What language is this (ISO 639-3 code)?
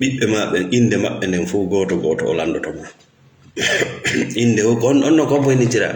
ful